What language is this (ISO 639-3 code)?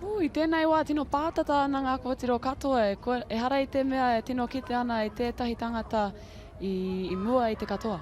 mri